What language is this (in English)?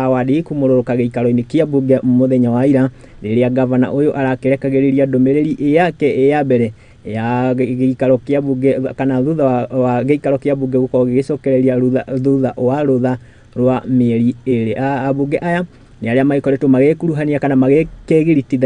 Kikuyu